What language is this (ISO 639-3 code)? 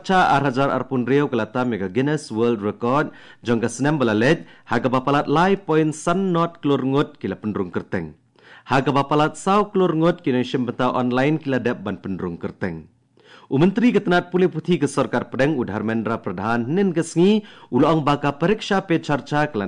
kha